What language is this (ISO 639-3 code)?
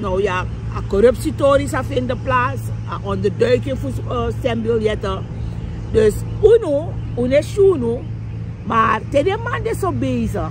srn